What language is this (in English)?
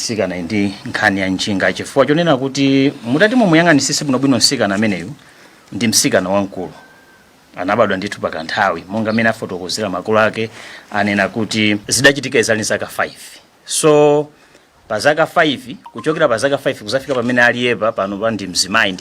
Nyanja